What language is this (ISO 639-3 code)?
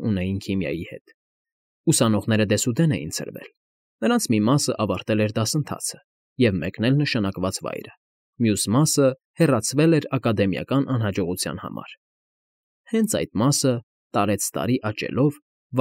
hye